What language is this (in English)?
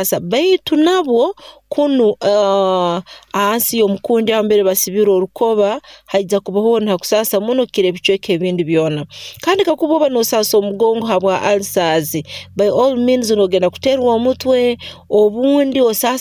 Nyoro